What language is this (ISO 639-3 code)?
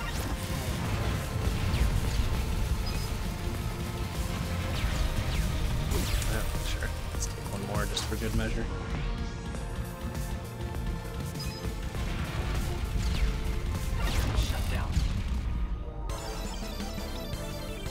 eng